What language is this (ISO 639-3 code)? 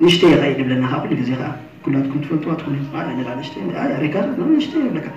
tir